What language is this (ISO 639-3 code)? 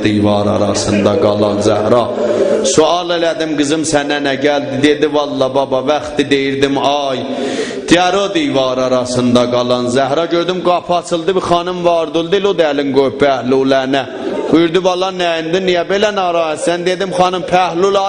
azb